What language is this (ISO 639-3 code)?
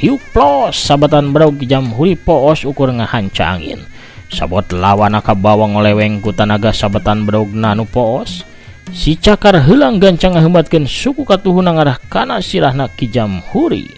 sun